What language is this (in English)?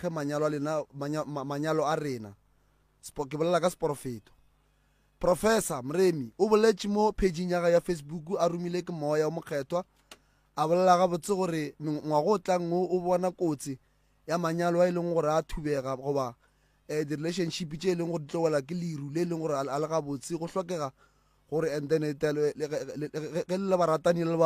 Northern Sotho